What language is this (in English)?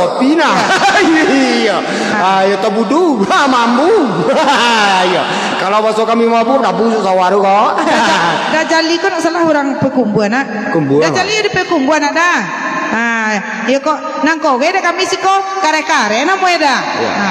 Minangkabau